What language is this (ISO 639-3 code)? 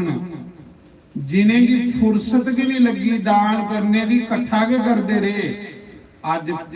doi